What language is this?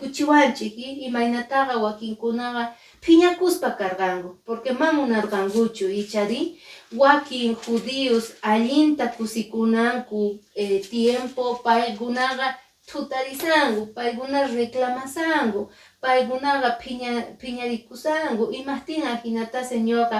Quechua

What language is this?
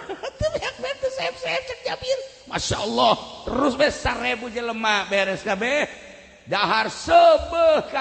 Sundanese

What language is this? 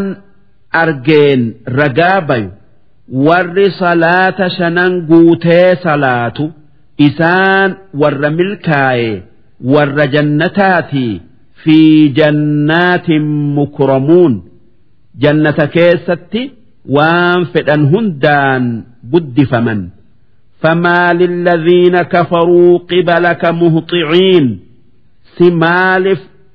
Oromo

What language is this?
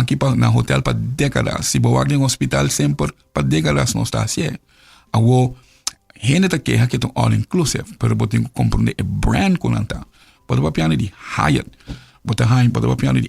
Papiamento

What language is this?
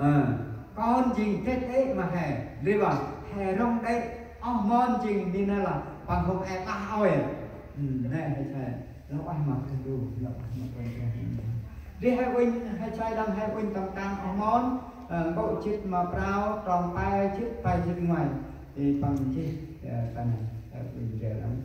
Central Mnong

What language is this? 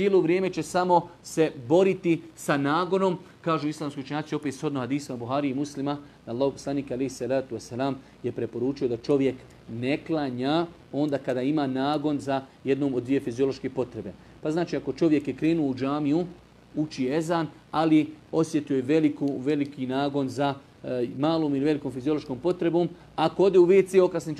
Bosnian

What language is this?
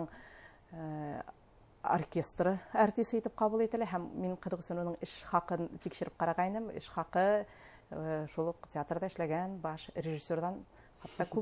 Bashkir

